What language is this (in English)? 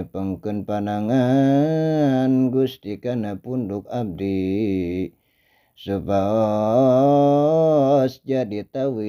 Sundanese